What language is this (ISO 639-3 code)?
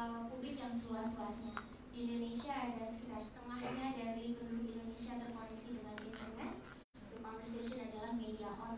ind